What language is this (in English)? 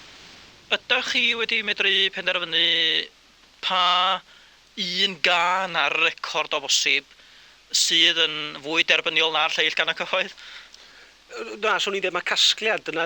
Welsh